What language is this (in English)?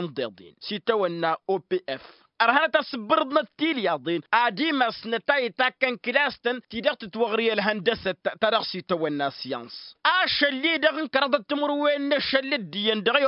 Tamasheq